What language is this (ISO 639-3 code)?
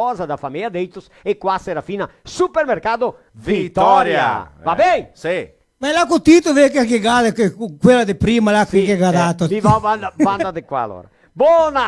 vec